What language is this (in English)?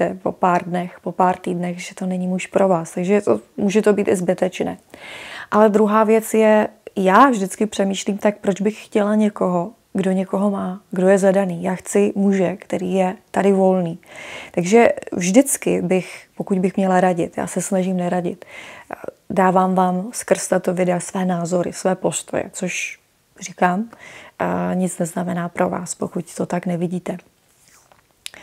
Czech